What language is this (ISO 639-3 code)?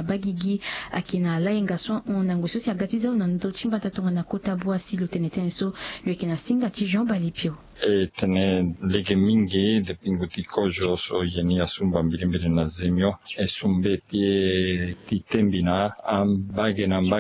sag